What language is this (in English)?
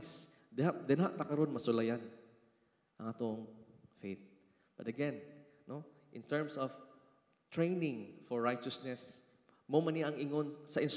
Cebuano